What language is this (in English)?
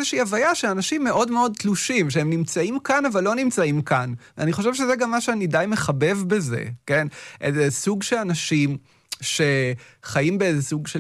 Hebrew